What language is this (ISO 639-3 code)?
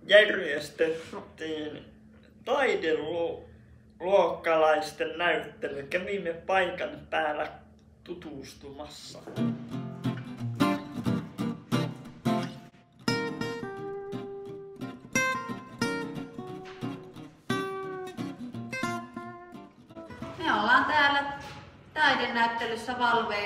fin